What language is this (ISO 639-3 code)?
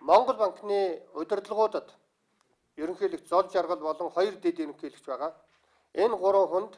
mon